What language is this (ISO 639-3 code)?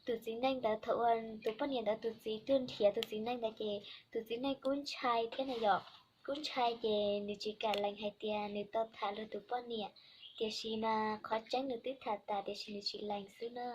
hmn